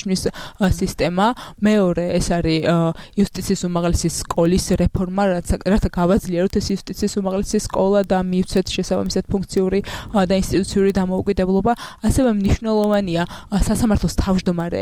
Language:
Georgian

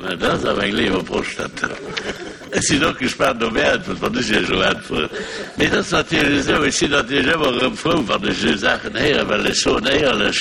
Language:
Luxembourgish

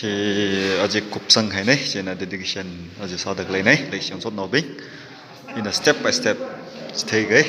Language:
Tangkhul Naga (India)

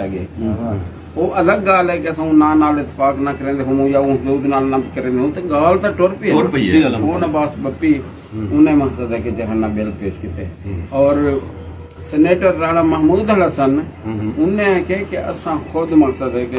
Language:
Saraiki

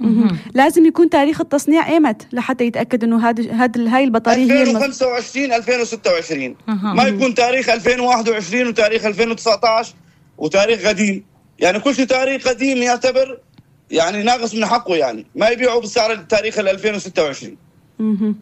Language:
North Levantine Arabic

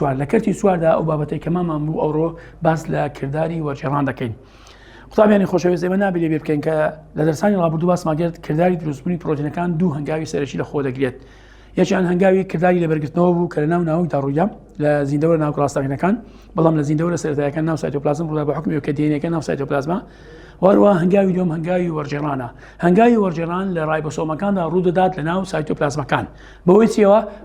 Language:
Central Kurdish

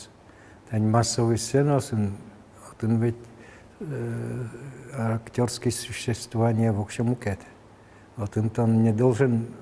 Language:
Udmurt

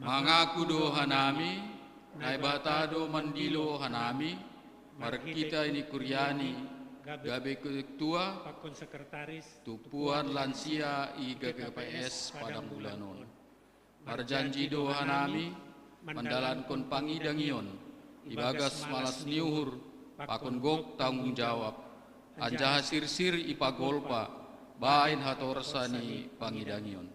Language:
Batak Simalungun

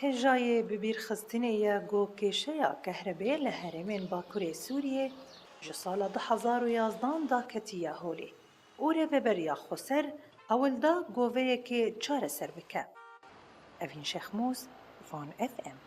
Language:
Kurdish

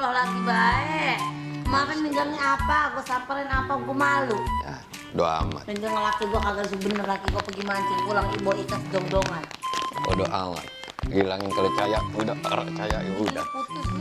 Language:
Betawi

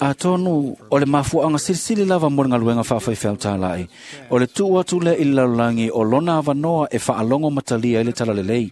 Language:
Samoan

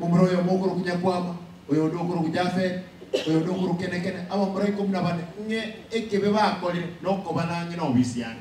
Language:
Gusii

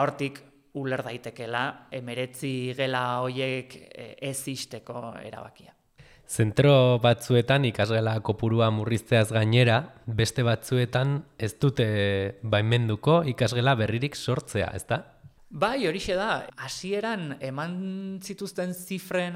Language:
Basque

